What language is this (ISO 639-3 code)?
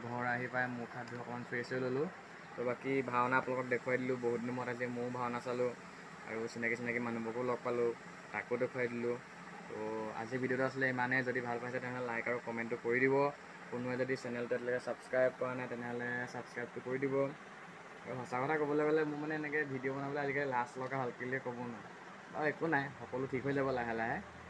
asm